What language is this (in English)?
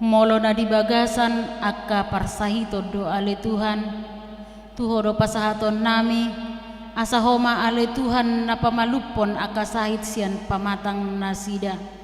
Batak Toba